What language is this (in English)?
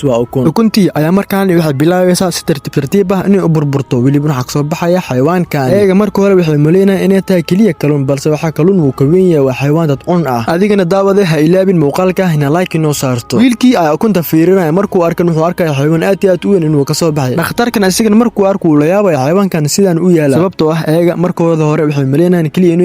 Somali